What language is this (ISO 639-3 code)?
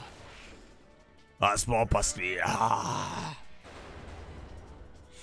hrv